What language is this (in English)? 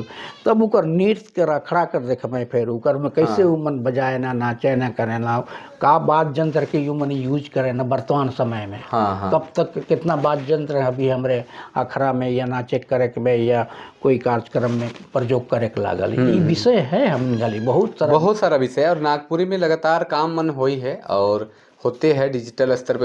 Sadri